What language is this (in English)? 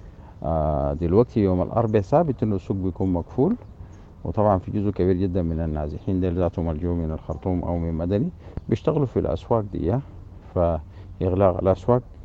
Sudanese Arabic